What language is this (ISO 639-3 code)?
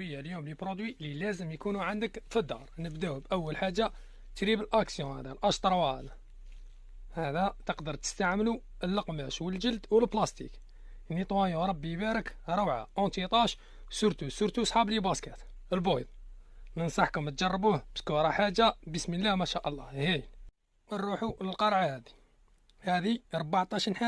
arq